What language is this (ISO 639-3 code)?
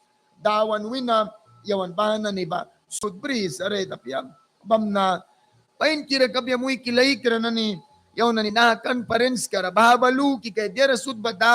miq